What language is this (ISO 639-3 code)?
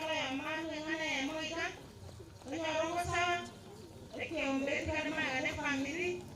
guz